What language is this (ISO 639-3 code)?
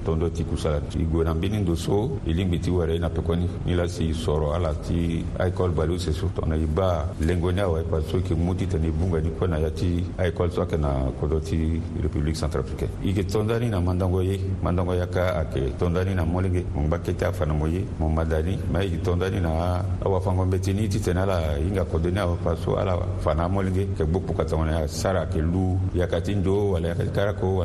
sag